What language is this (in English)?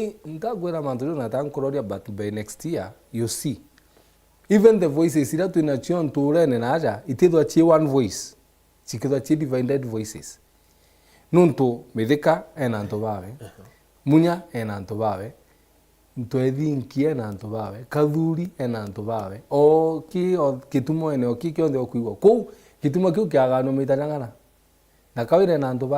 Meru